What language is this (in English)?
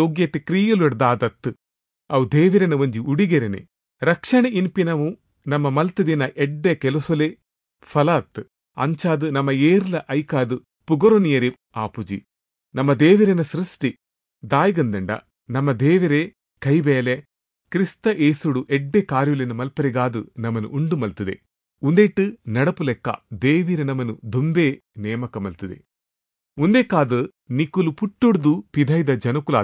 Tulu